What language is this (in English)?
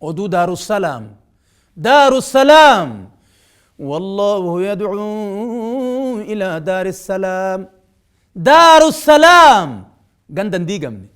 Oromo